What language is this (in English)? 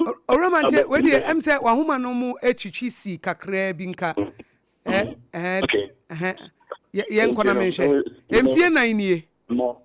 Akan